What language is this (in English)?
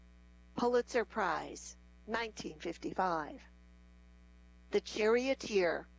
English